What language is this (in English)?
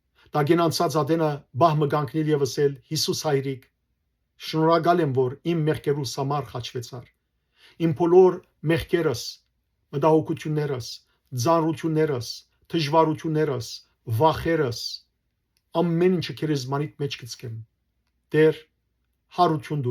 Western Armenian